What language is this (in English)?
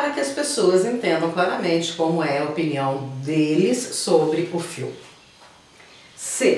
Portuguese